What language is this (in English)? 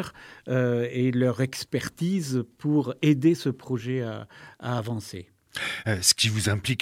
French